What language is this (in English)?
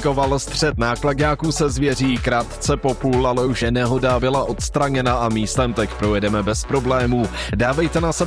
Czech